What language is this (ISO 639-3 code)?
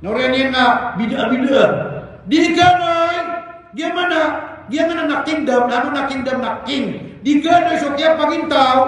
mrw